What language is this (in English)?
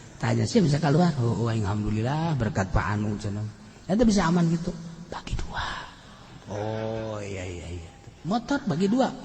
Sundanese